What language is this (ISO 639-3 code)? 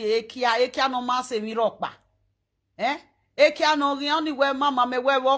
pcm